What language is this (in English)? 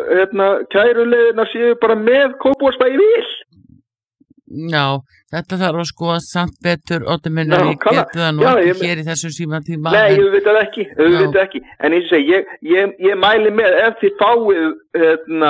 Icelandic